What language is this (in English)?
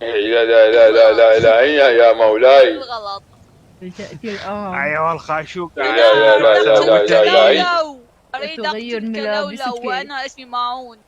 Mesopotamian Arabic